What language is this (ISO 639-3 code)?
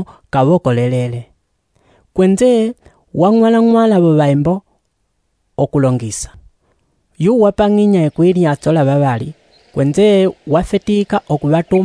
umb